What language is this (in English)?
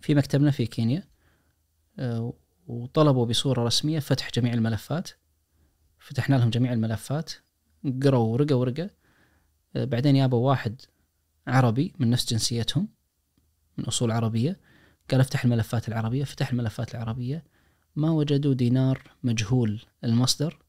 Najdi Arabic